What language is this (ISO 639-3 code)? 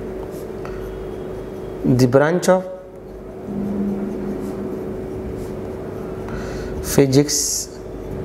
mar